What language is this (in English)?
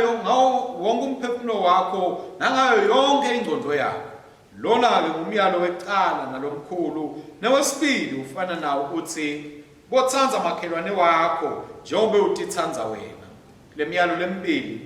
Swati